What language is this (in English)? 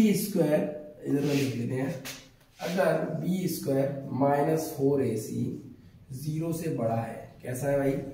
Hindi